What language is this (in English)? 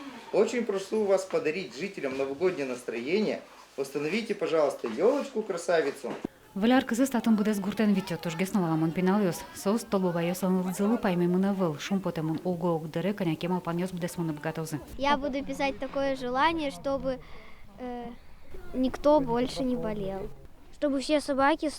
Udmurt